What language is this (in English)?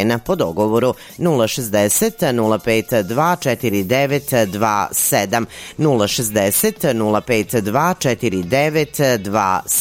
Serbian